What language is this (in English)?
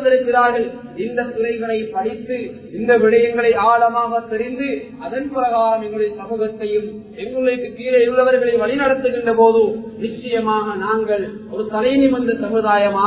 Tamil